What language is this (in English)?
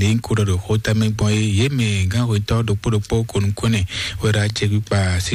Fon